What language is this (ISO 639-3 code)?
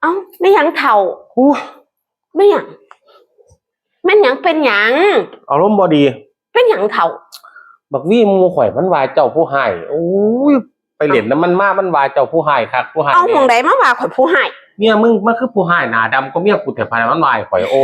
tts